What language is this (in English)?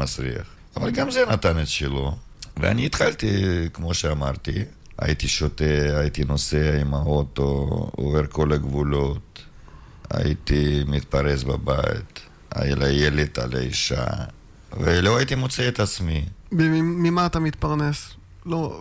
Hebrew